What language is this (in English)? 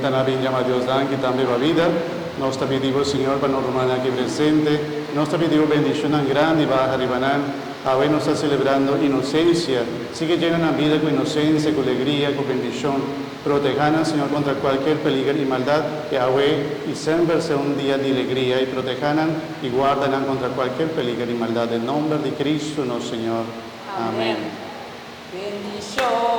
Papiamento